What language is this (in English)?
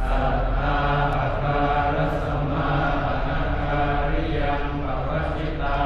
Pali